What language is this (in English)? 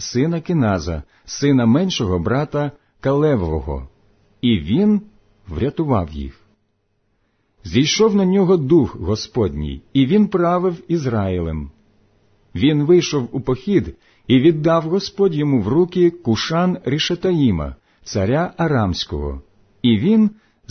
Ukrainian